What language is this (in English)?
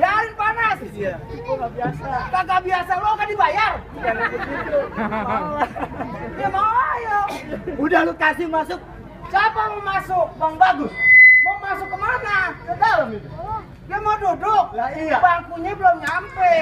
Betawi